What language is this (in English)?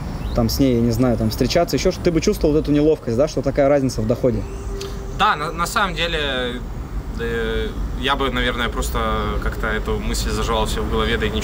Russian